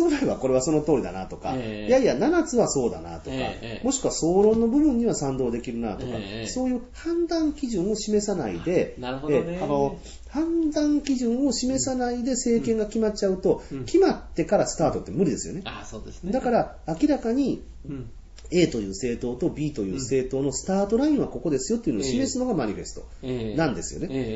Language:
Japanese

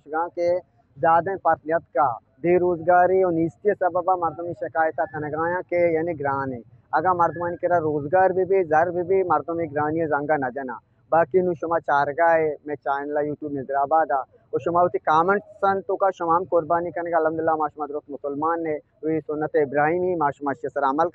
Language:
Eastern Balochi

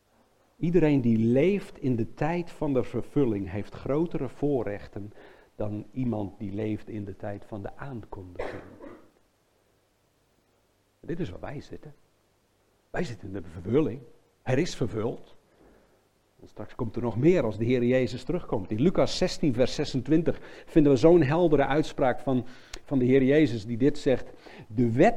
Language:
Dutch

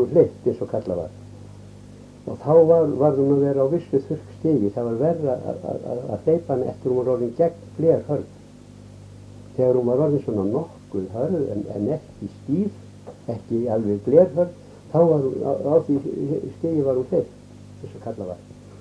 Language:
Icelandic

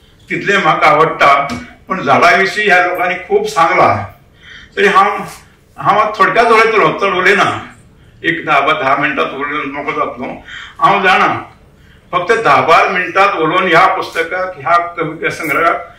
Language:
Konkani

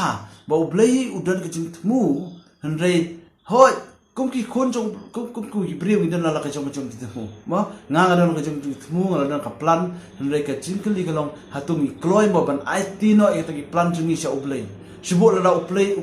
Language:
Khasi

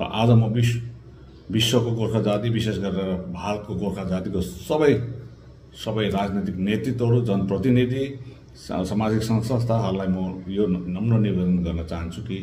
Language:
Nepali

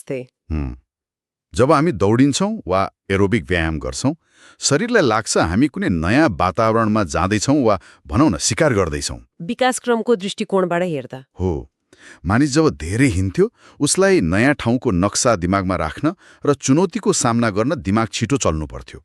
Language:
Nepali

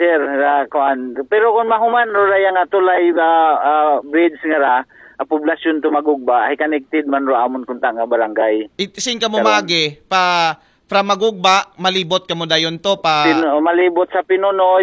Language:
Aklanon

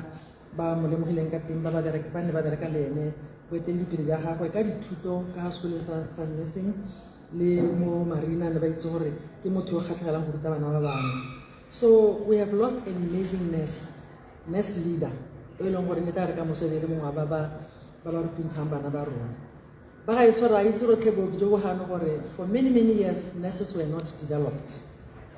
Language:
Tswana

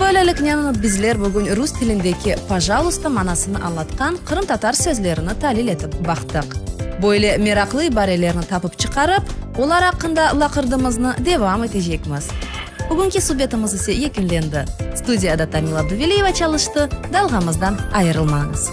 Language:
Crimean Tatar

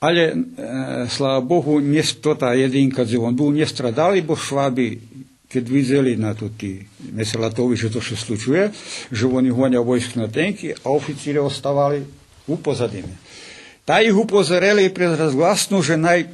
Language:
Rusyn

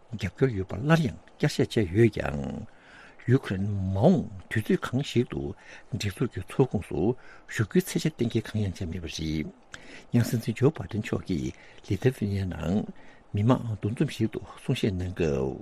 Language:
Tibetan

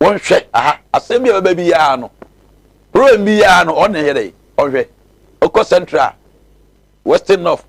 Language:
Akan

